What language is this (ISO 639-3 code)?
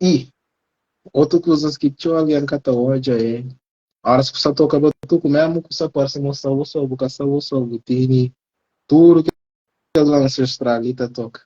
kea